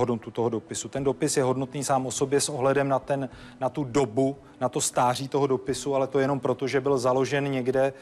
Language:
Czech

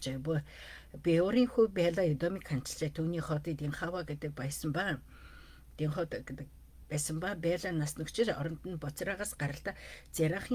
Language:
Mongolian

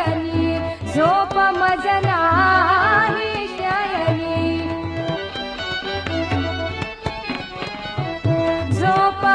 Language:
Marathi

